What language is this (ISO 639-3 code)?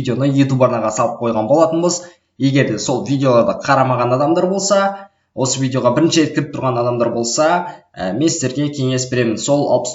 kaz